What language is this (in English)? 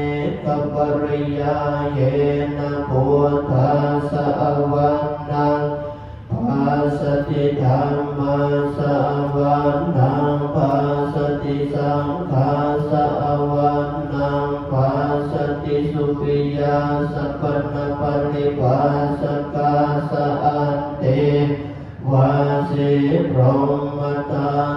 Pali